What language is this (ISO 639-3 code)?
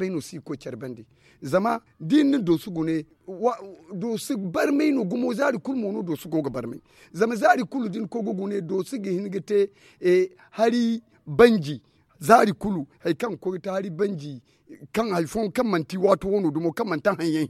dje